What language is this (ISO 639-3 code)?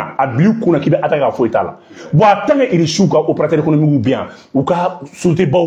bam